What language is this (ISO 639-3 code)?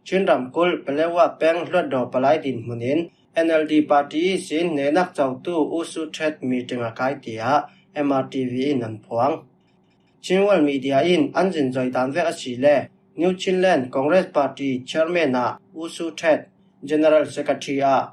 cfm